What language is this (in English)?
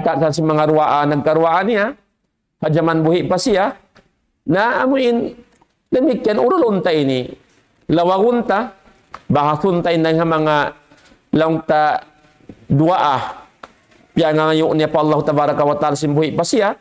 Tausug